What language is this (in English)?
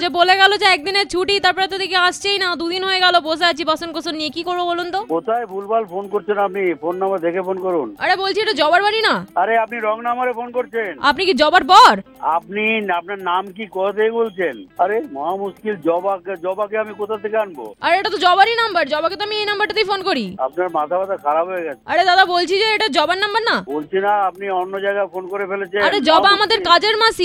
Bangla